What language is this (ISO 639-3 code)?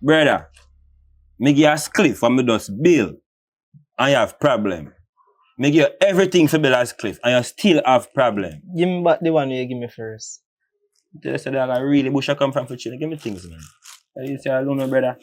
jam